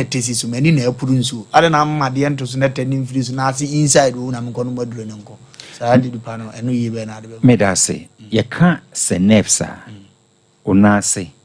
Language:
Akan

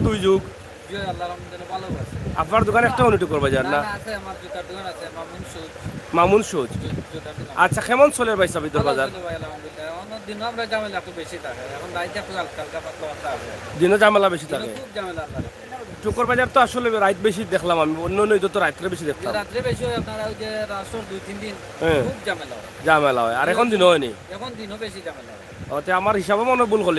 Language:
Sylheti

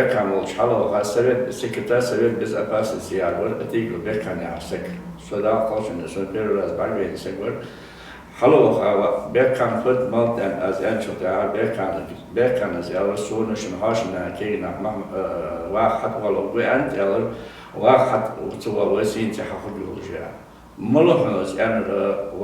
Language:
Ingush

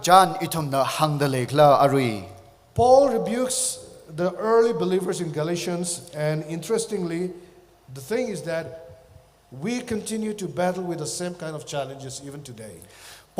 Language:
Tangkhul Naga (India)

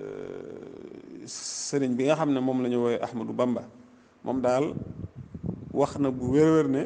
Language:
Wolof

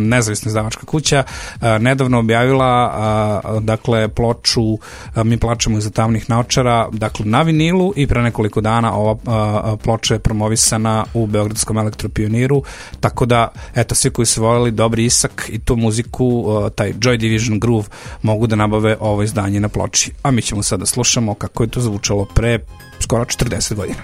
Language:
Serbian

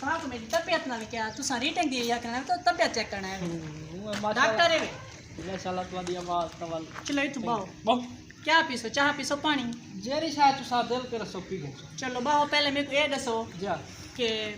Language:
Saraiki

